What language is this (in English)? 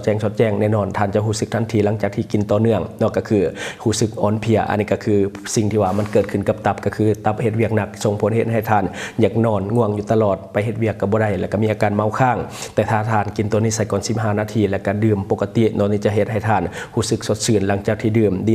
Lao